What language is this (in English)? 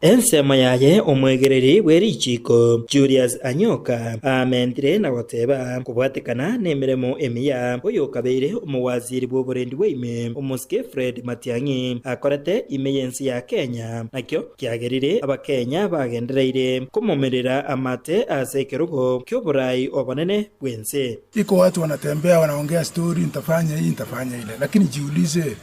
Gusii